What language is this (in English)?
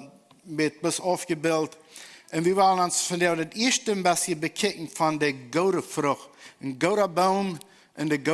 Plautdietsch